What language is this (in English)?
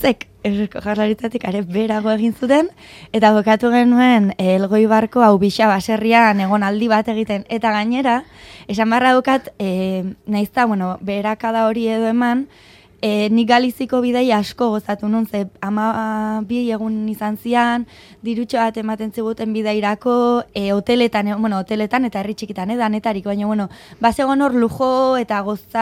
Basque